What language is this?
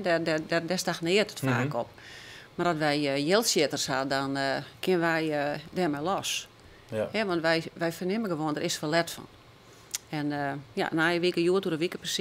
Western Frisian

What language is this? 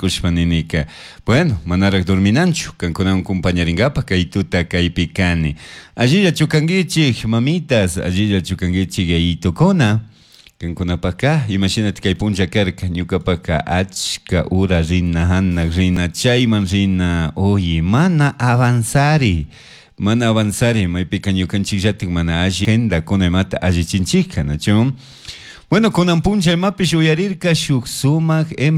Chimborazo Highland Quichua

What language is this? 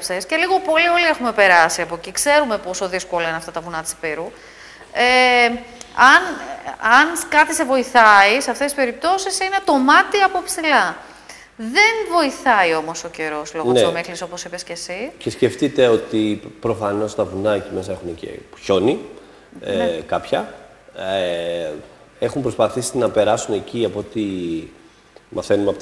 Greek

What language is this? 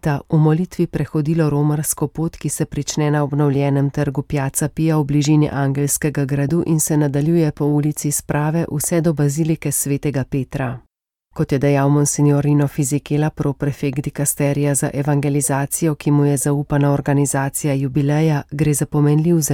Slovenian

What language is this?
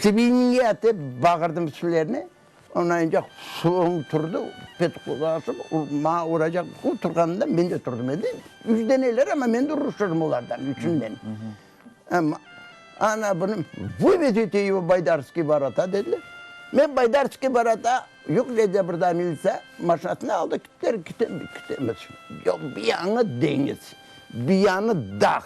Crimean Tatar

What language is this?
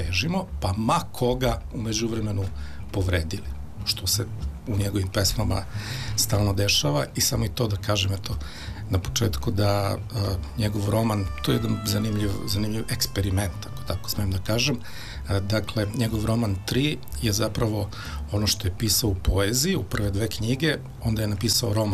Serbian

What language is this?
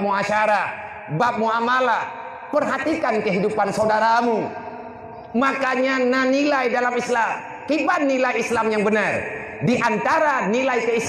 Achinese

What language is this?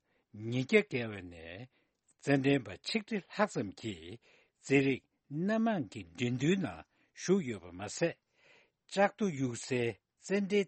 Tibetan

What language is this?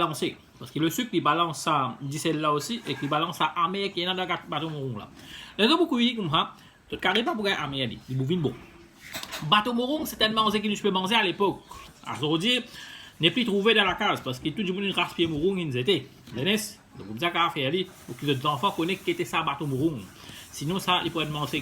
Morisyen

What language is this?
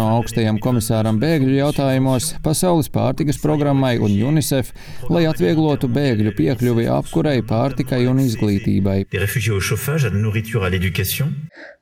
Latvian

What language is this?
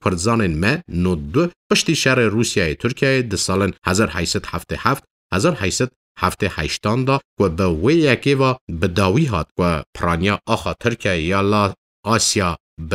Kurdish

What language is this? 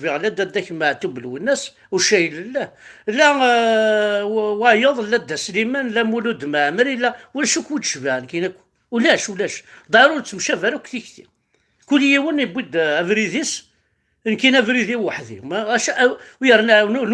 Kabyle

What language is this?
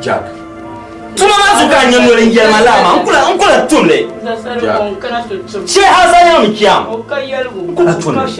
Dagbani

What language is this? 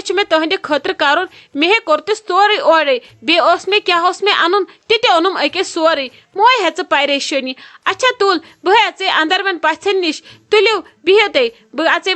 Kashmiri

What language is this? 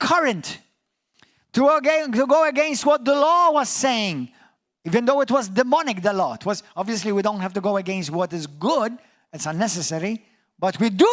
English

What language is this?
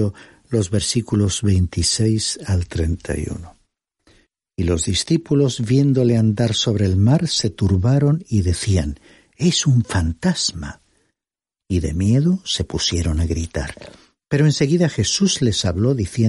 Spanish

